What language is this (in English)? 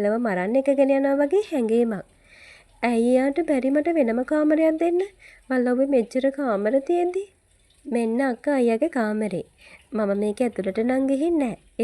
Sinhala